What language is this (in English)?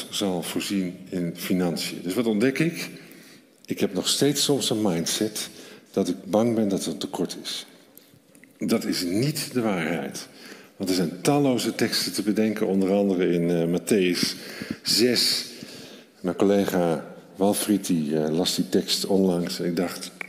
Dutch